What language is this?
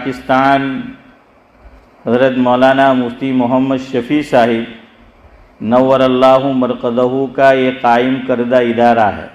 Urdu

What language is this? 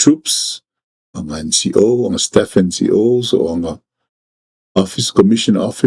Samoan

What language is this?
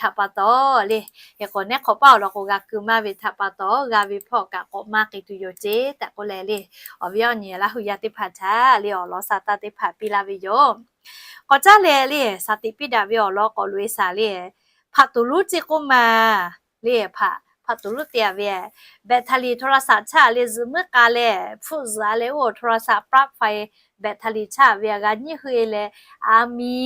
Lahu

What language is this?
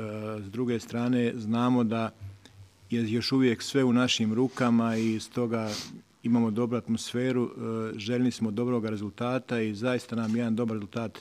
Croatian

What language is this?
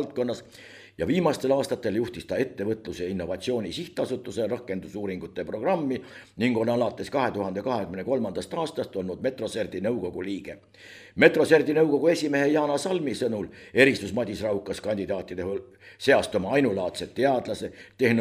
Estonian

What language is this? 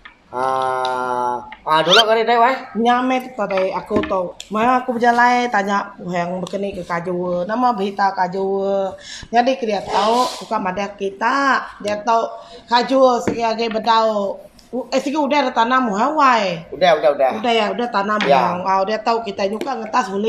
Iban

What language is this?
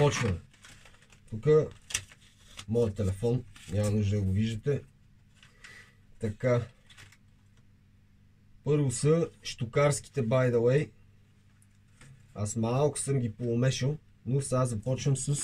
Bulgarian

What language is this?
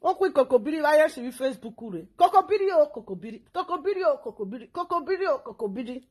Nigerian Pidgin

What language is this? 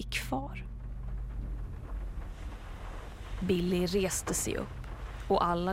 Swedish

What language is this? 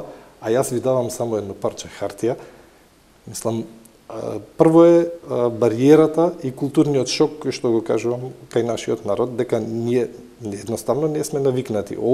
Macedonian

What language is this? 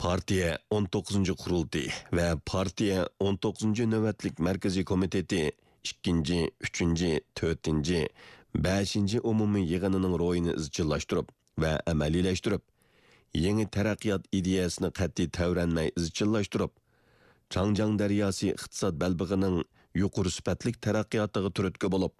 Uyghur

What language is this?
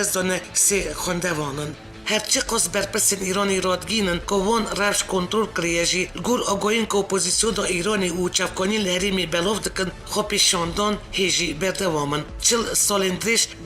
Kurdish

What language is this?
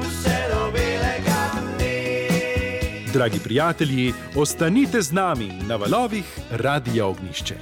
Slovenian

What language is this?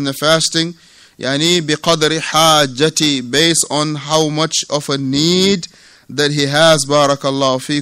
English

